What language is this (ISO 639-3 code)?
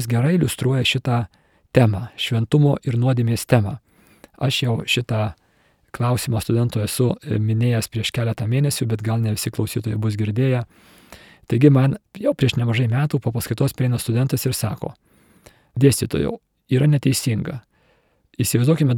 lit